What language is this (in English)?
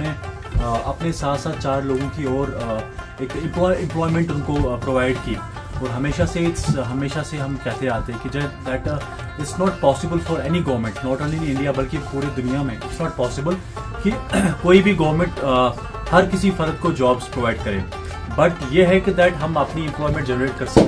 Hindi